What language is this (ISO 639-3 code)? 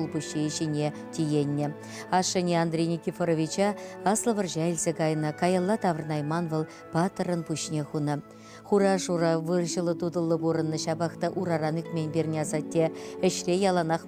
chv